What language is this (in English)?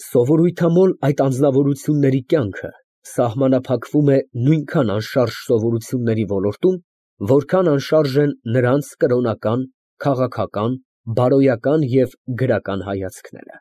Armenian